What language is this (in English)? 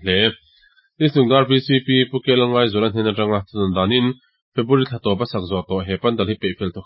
Mizo